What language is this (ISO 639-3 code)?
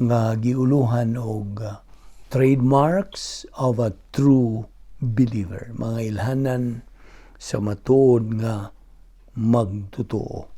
ceb